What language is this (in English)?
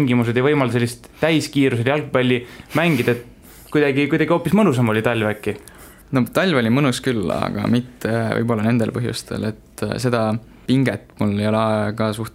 Estonian